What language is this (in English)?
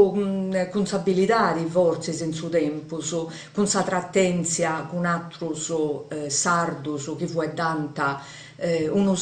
Sardinian